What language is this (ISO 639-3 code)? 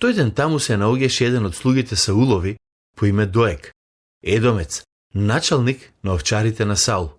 mkd